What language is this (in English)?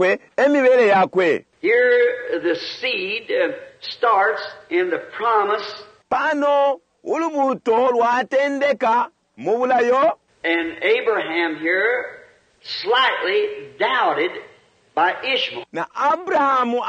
Bemba